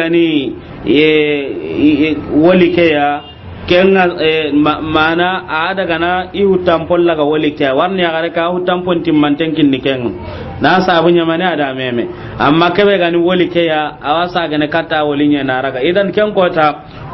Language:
Soninke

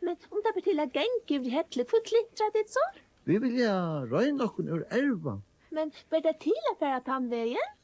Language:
Faroese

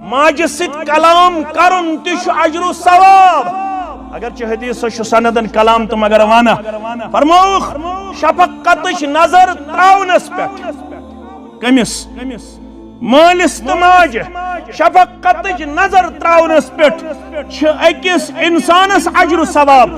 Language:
Kashmiri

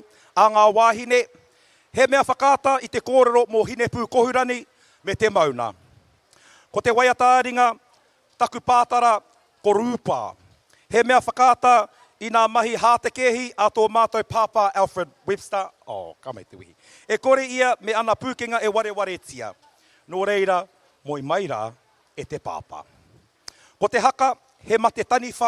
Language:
Māori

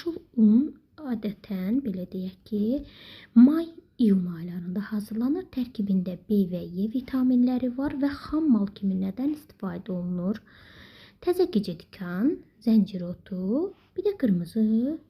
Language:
Azerbaijani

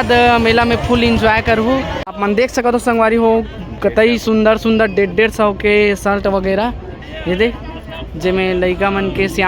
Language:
Chhattisgarhi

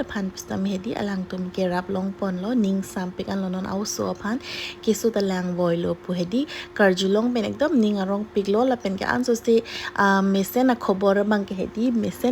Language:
Karbi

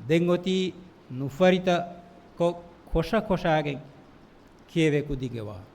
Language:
Divehi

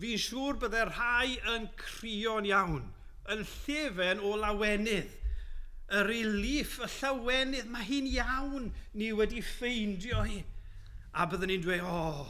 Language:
Welsh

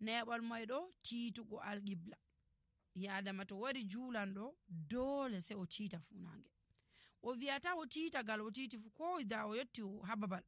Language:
Nigerian Fulfulde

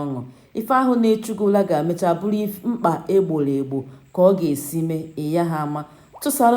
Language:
Igbo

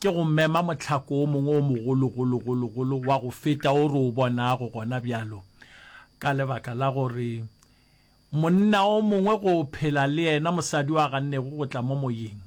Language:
Northern Sotho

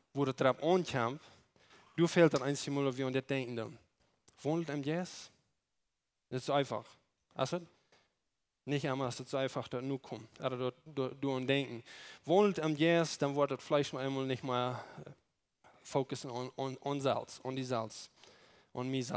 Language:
Plautdietsch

